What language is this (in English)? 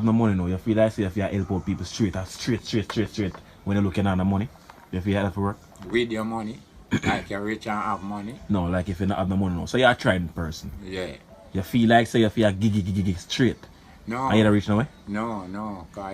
Jamaican Creole English